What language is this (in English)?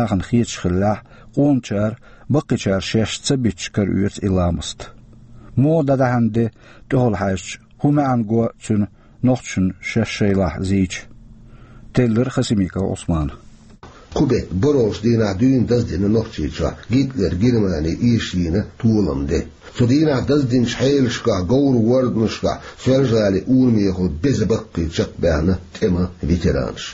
Chechen